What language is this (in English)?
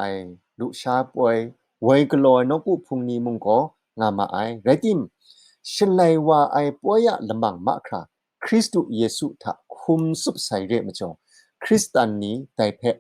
Kachin